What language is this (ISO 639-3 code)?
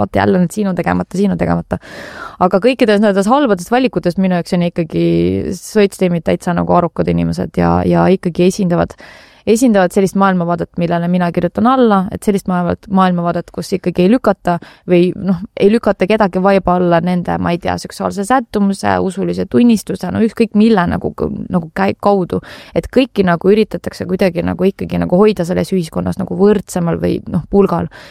est